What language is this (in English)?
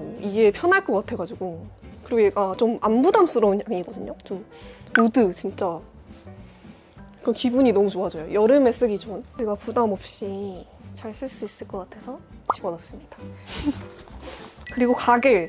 Korean